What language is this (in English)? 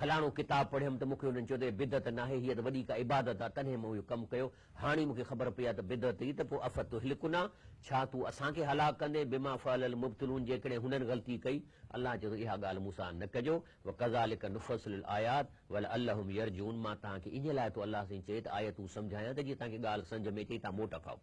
Sindhi